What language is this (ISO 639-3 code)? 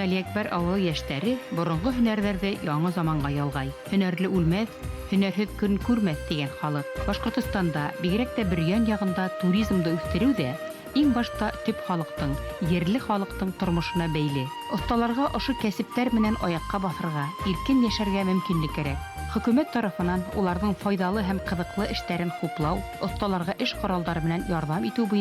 bak